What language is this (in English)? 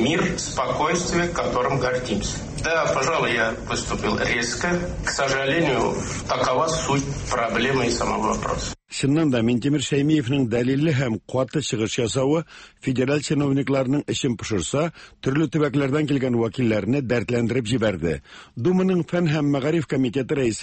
Tatar